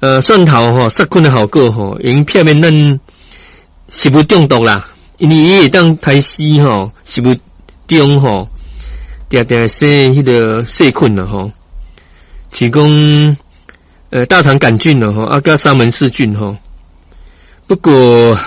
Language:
Min Nan Chinese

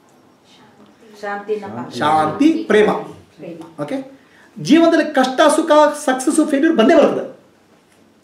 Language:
Kannada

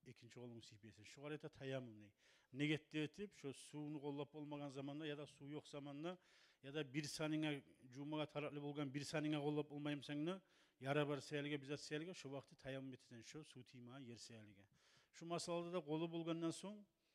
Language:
Kumyk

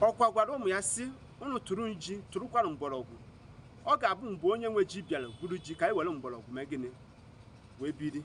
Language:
Igbo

